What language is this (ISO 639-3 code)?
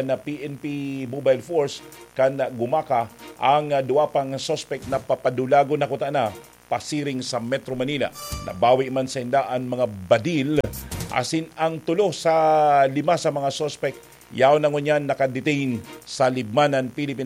bik